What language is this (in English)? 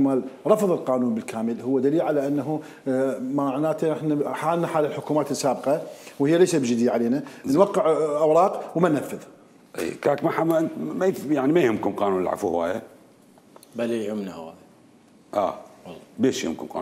Mesopotamian Arabic